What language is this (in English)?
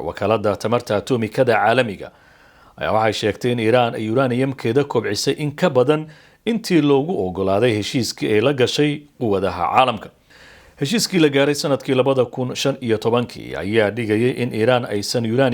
Somali